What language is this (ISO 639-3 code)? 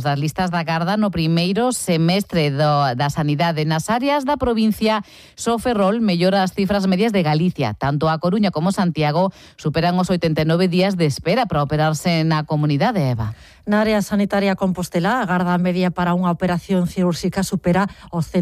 glg